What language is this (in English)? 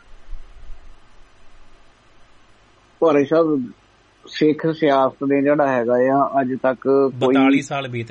Punjabi